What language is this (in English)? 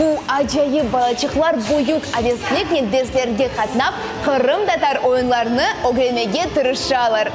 Crimean Tatar